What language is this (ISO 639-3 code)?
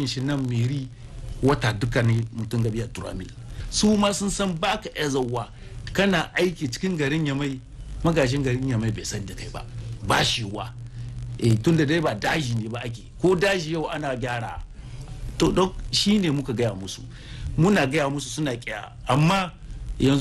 hau